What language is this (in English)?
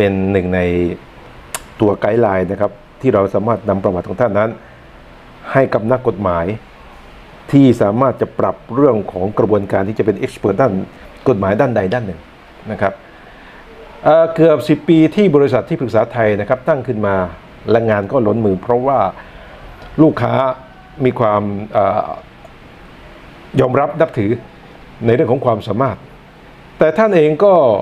Thai